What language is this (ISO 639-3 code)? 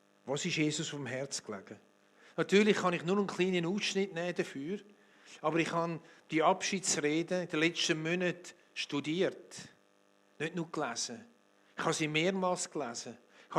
gsw